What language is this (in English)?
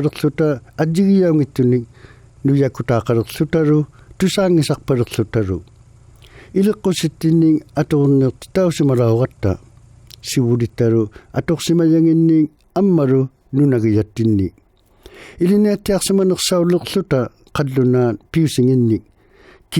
Inuktitut